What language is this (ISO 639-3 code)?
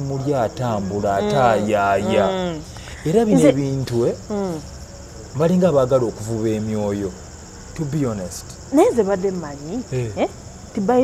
lug